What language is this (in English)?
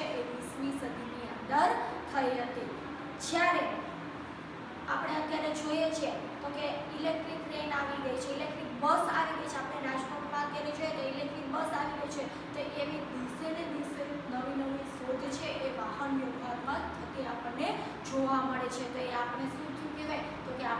Gujarati